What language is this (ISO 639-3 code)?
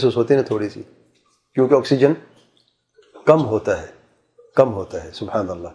urd